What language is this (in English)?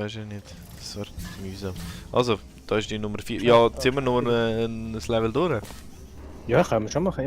Swiss German